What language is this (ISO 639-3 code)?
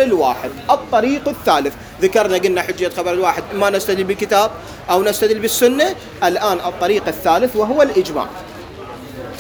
ara